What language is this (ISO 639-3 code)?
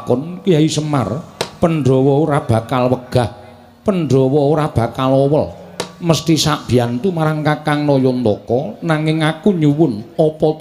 jav